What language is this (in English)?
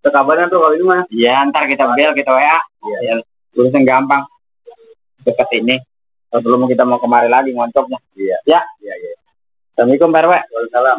Betawi